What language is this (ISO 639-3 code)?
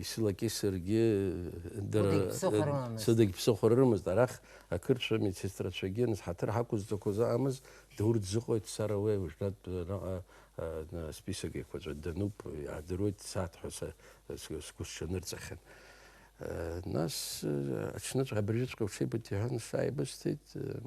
abk